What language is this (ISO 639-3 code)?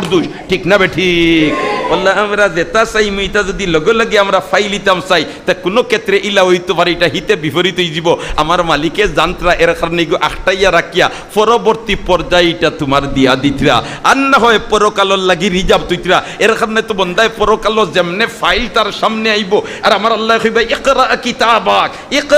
syl